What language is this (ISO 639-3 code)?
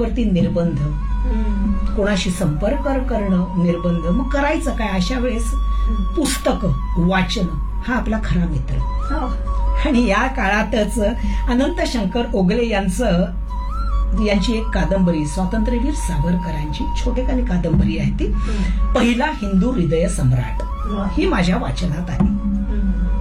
mar